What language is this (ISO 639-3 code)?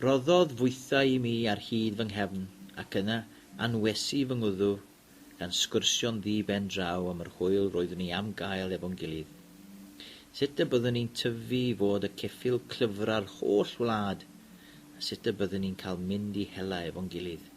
cym